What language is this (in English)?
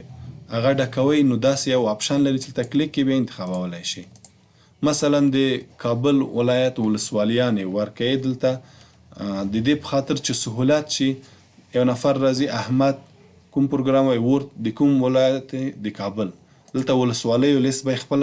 Pashto